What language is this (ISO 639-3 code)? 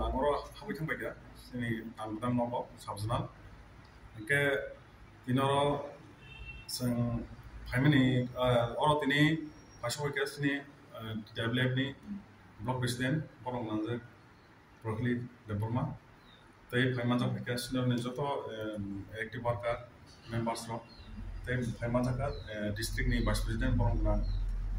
trp